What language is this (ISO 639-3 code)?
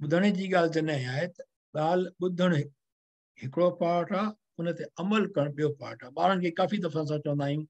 snd